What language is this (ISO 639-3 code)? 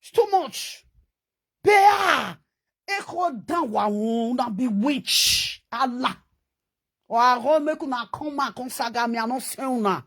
pcm